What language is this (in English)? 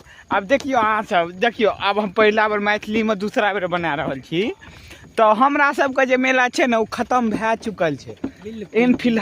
Maithili